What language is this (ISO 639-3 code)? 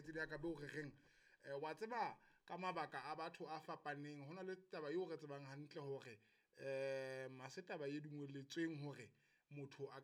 sot